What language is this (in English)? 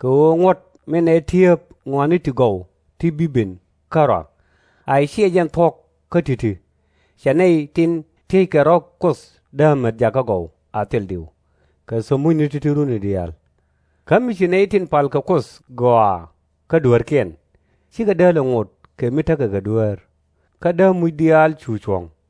Nuer